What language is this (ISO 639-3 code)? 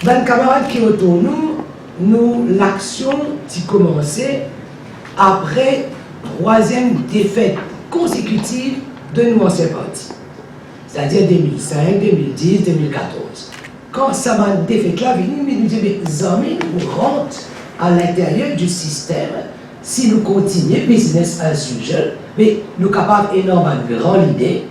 mfe